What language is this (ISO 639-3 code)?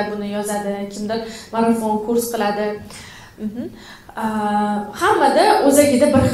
uzb